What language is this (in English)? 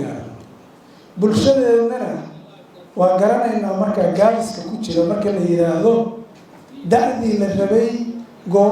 Somali